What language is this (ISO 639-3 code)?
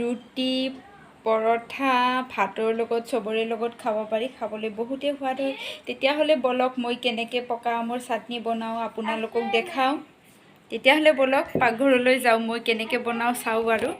asm